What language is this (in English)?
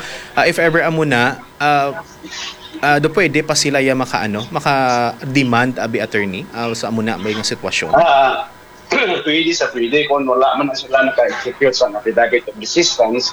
Hiligaynon